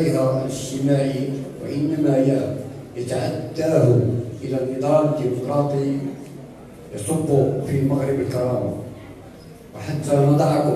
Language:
Arabic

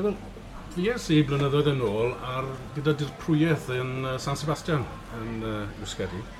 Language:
Welsh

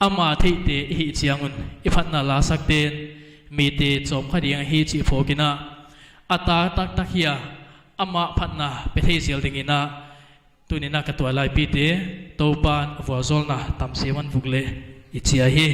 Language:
Paite Chin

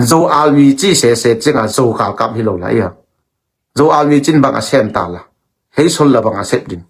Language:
Tedim Chin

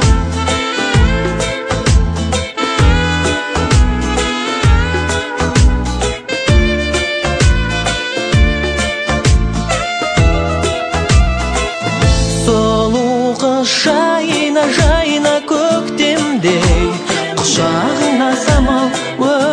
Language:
Kazakh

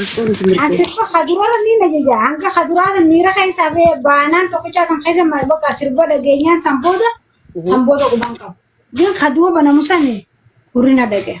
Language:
Oromo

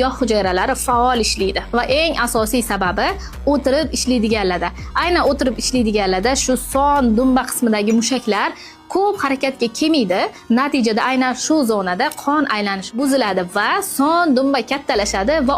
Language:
Uzbek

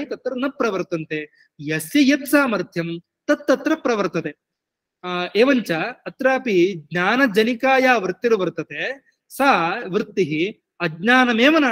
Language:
Sanskrit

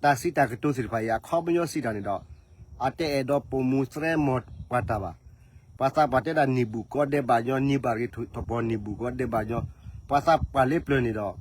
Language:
S'gaw Karen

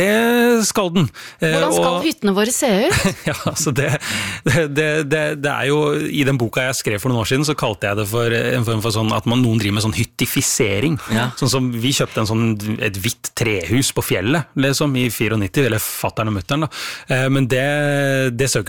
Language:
Norwegian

